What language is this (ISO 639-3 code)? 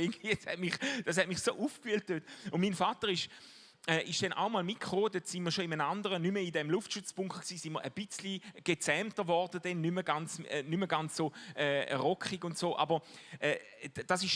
gsw